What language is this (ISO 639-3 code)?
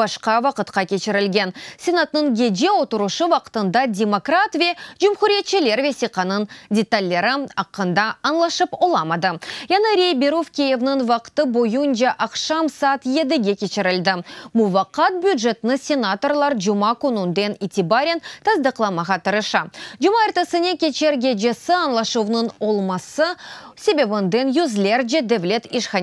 crh